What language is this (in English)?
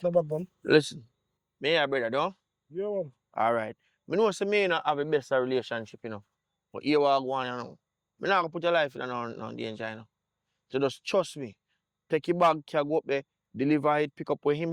Jamaican Creole English